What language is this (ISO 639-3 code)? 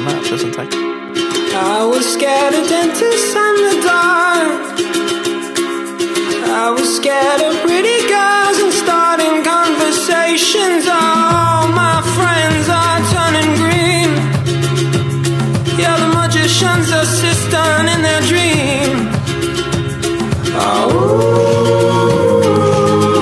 swe